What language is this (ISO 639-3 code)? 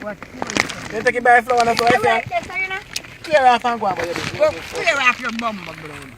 jam